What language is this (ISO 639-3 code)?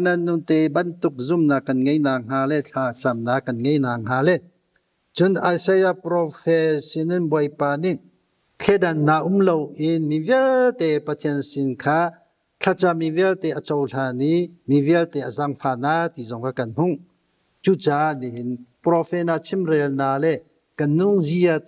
cnh